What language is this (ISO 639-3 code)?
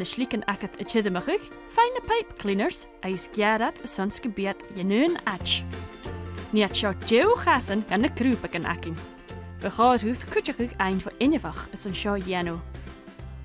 gla